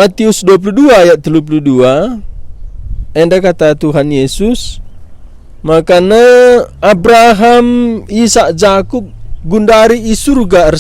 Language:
Batak Karo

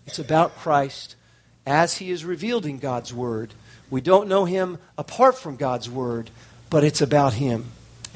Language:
English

